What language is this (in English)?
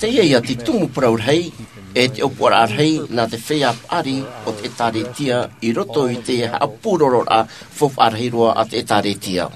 Tahitian